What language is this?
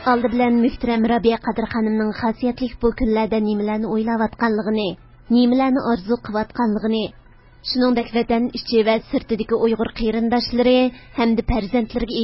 Uyghur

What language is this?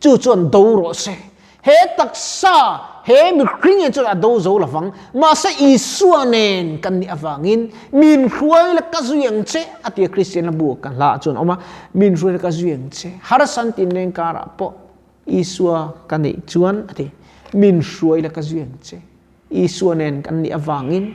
Mizo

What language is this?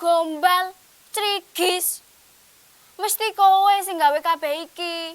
Javanese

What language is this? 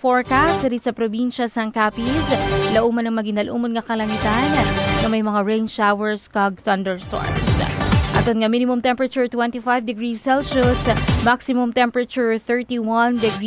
Hiligaynon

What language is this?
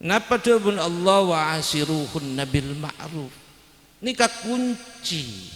Madurese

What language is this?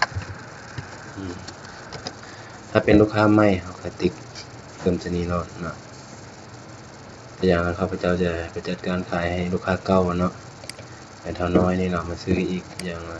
Lao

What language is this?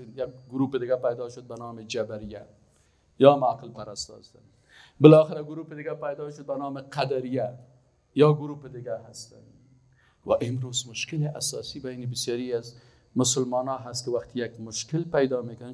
Persian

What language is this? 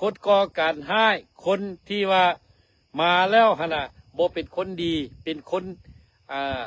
Lao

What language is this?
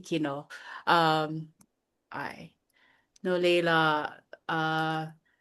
Hawaiian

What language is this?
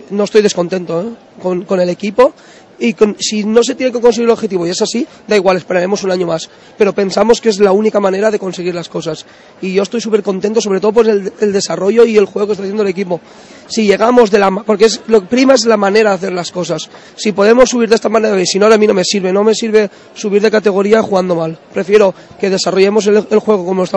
Spanish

